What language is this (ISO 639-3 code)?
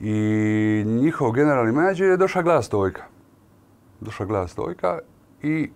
hrv